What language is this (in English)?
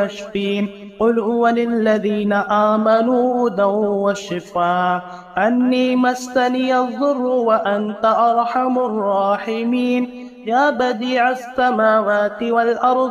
Arabic